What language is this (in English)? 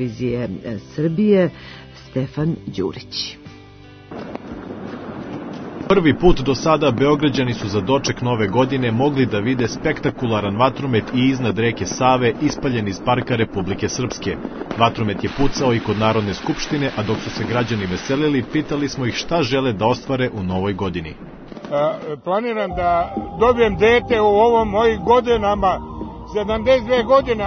Serbian